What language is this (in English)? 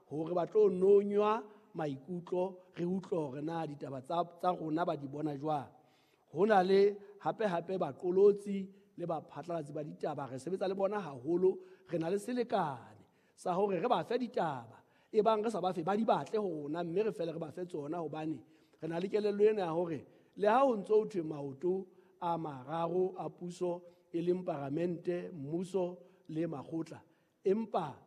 Southern Sotho